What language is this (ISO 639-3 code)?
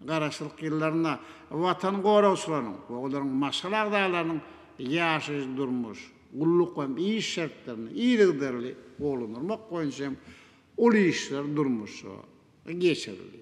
tuk